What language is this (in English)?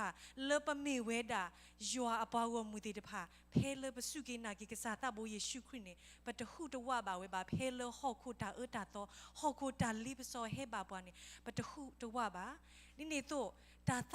S'gaw Karen